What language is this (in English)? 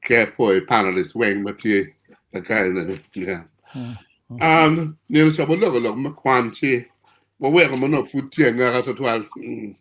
Acoli